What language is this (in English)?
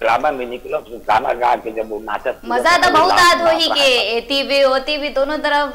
Chhattisgarhi